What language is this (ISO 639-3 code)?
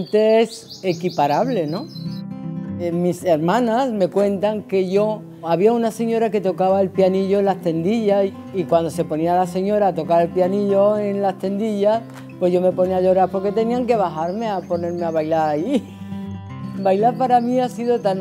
spa